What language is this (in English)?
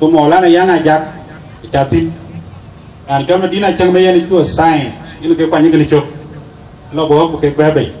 Dinka